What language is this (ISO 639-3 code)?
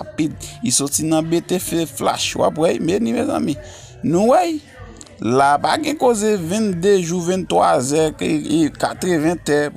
hat